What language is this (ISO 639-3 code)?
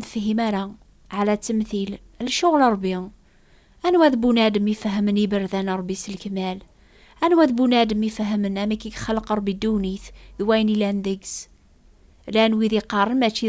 kab